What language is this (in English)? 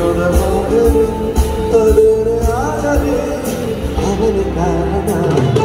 Kannada